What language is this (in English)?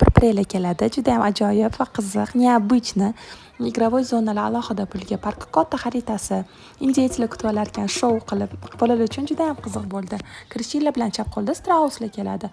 Uzbek